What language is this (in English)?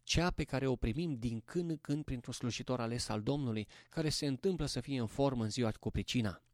Romanian